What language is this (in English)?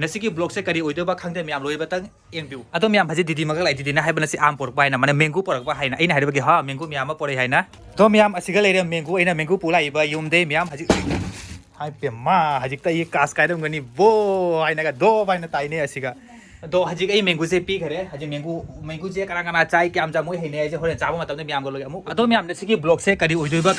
Manipuri